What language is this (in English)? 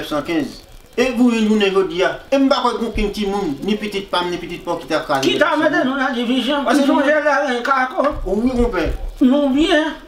Haitian Creole